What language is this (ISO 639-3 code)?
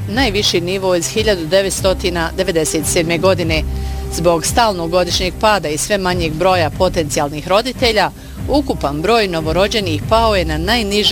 bos